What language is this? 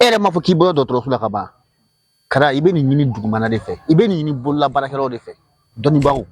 Bambara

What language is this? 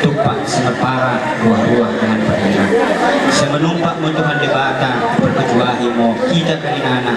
Batak Toba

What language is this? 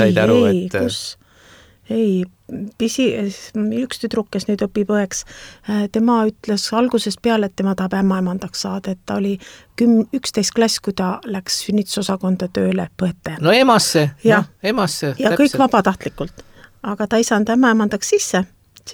Estonian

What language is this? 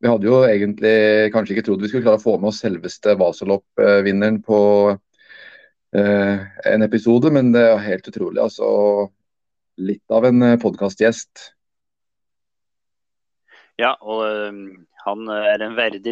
Norwegian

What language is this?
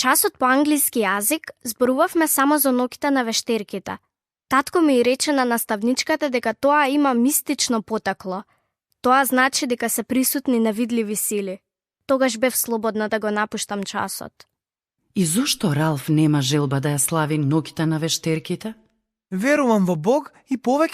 Macedonian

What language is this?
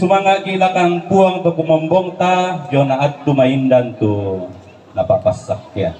Toraja-Sa'dan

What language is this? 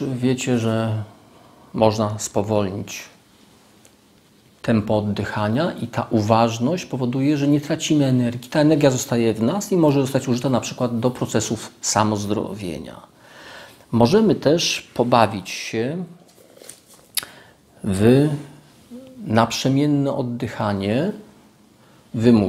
Polish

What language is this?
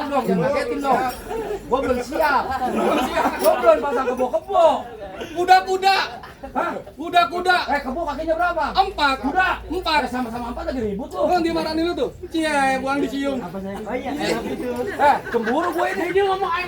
Betawi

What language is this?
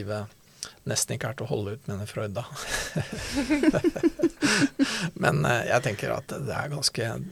Norwegian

